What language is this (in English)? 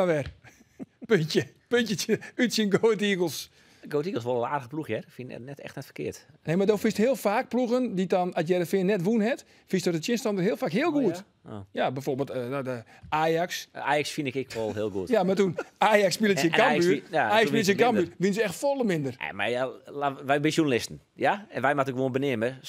Western Frisian